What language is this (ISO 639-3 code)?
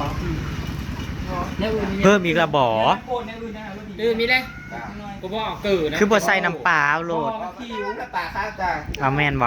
tts